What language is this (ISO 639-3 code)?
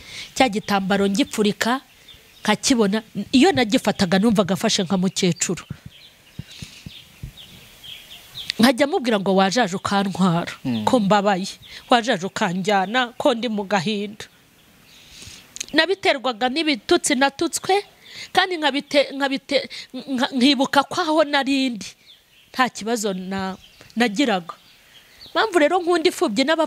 kin